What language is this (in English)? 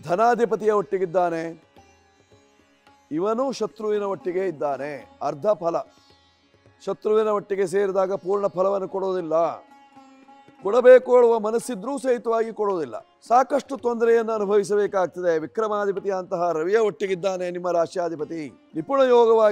Kannada